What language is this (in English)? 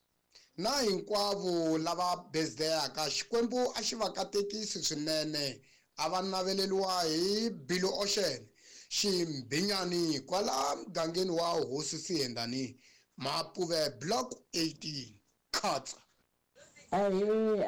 Tsonga